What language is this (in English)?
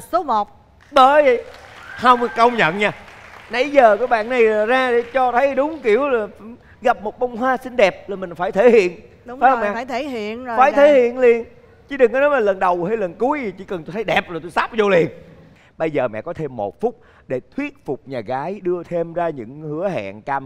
Vietnamese